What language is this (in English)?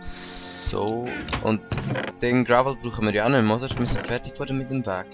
Swiss German